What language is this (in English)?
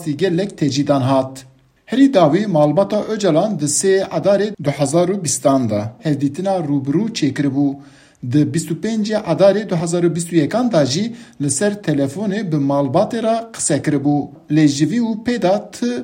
Kurdish